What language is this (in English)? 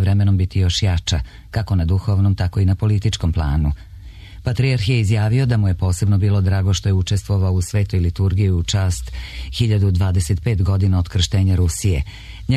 Serbian